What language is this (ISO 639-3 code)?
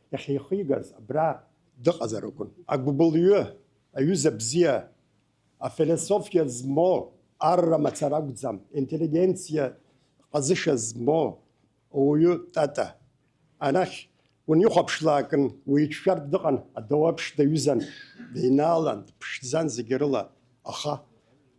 abk